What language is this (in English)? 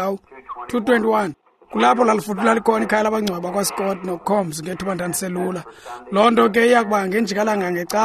Xhosa